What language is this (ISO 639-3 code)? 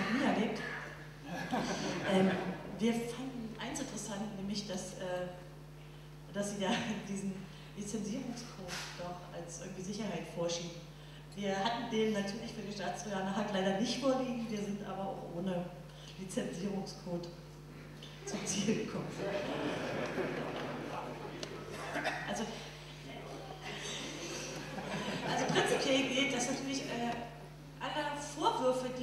deu